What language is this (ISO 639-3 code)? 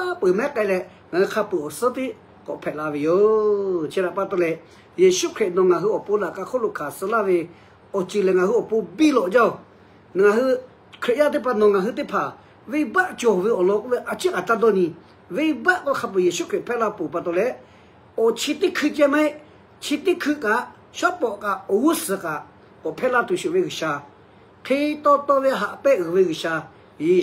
lhu